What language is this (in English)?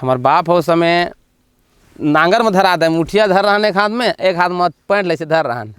Chhattisgarhi